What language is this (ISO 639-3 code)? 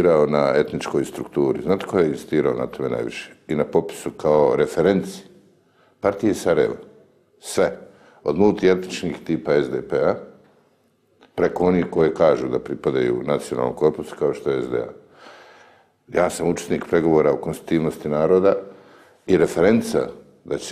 bos